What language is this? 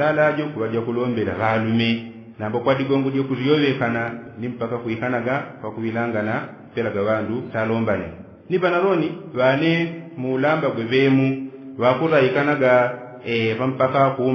Yao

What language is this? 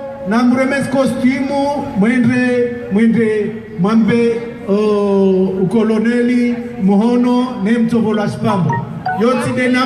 Ngazidja Comorian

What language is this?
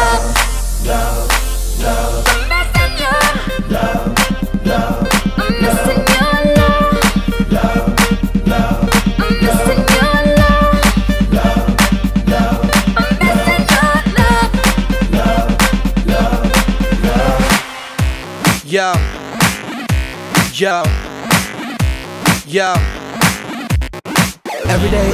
English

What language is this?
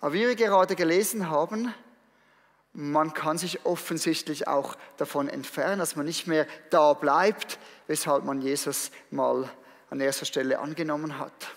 Swiss German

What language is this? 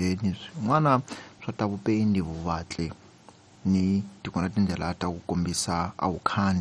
Tsonga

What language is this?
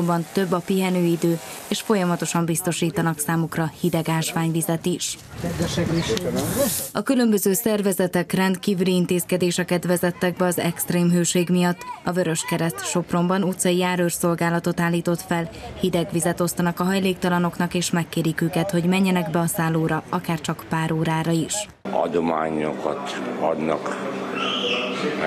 Hungarian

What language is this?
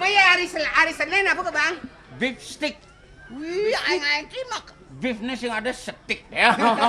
Balinese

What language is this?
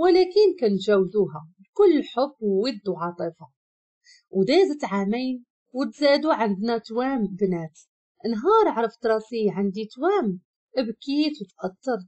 Moroccan Arabic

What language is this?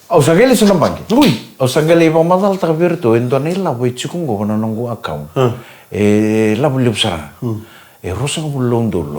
Fijian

